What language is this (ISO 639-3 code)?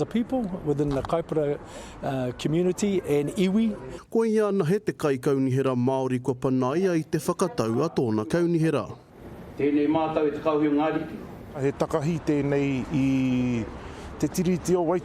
mri